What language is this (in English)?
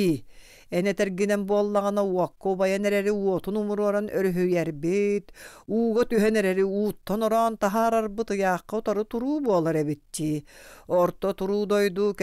Yakut